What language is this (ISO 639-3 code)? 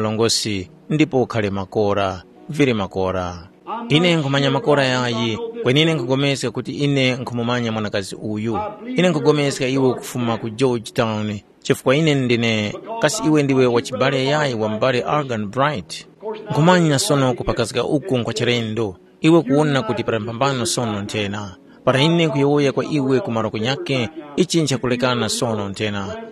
tum